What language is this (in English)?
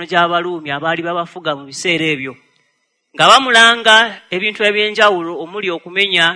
Ganda